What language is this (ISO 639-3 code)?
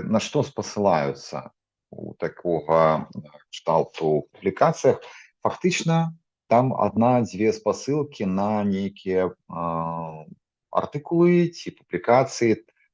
bel